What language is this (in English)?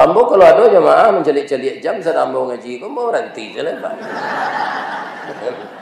Minangkabau